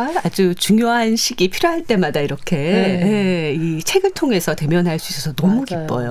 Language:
Korean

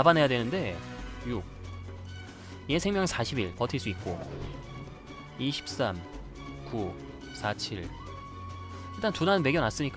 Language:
Korean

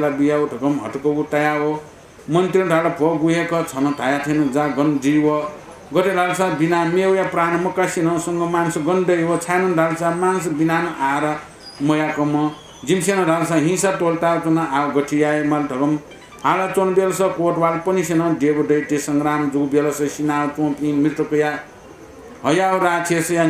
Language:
Newari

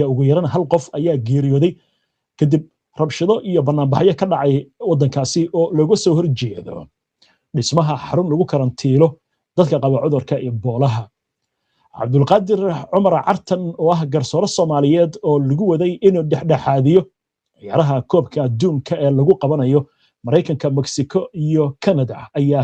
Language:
Somali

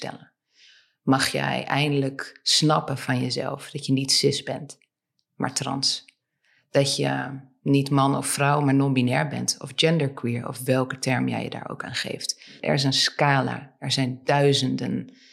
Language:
Dutch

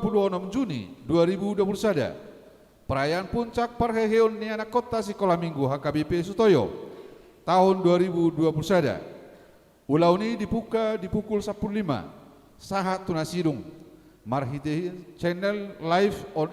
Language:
Batak Toba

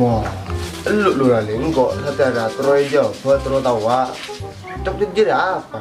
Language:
Madurese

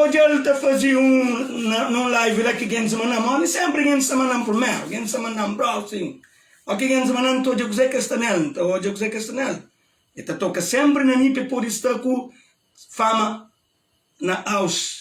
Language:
Kabuverdianu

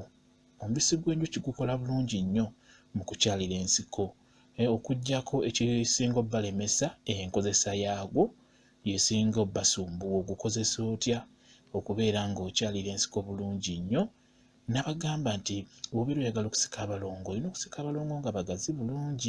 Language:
Ganda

